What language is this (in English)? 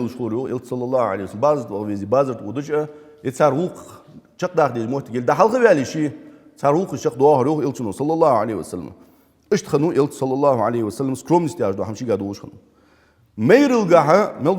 Ingush